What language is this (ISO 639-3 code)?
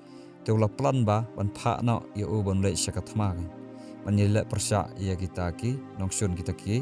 kha